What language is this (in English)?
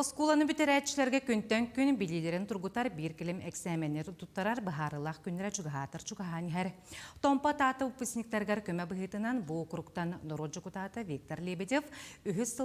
Yakut